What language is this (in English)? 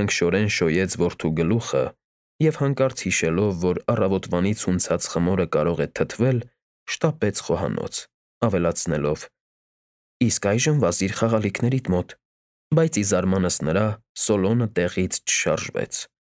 Armenian